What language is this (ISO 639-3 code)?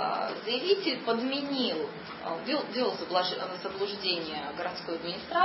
rus